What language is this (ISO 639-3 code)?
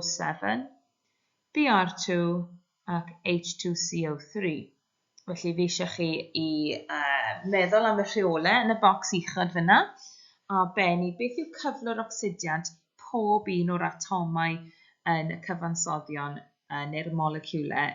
cym